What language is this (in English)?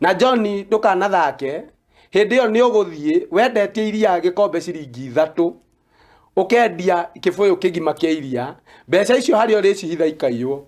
Kikuyu